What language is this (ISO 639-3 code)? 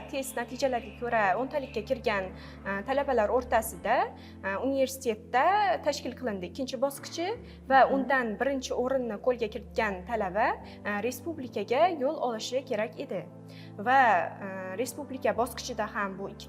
uzb